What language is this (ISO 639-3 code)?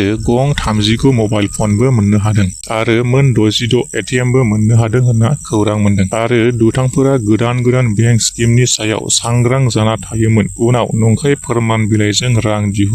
brx